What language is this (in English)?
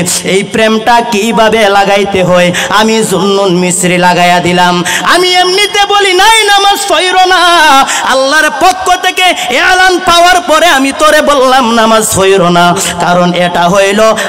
Bangla